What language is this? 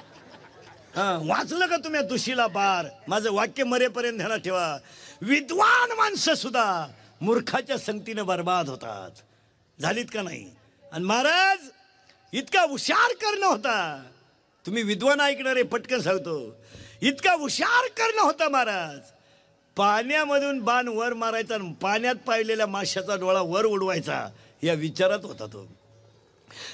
Marathi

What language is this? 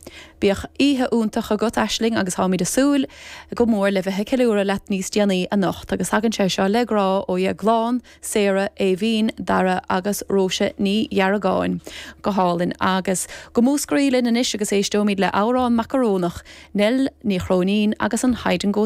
Irish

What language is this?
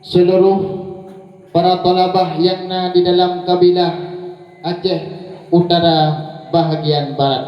Achinese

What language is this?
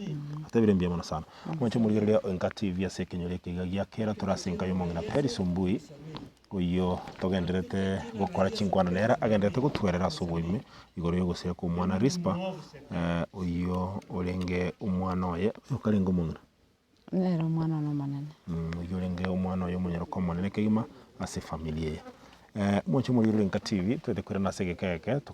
Gusii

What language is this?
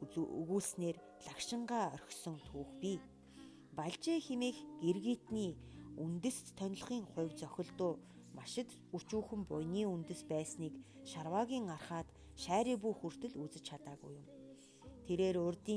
Mongolian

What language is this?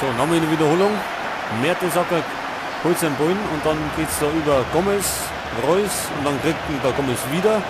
Bavarian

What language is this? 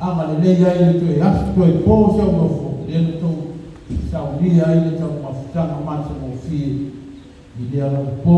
Samoan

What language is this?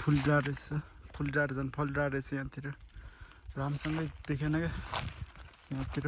Nepali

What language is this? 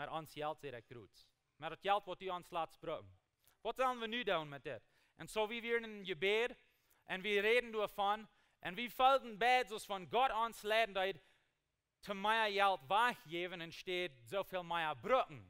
Plautdietsch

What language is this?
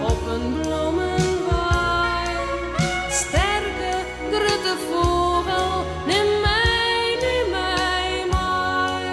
Western Frisian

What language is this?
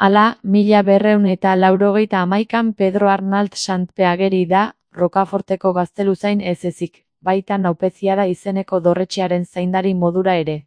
Basque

